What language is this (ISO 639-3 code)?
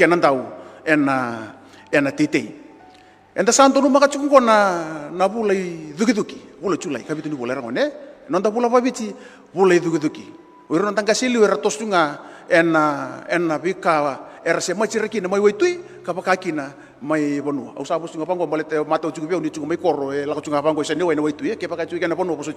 fij